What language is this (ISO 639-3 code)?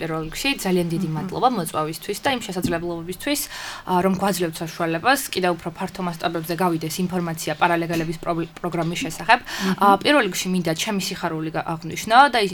kat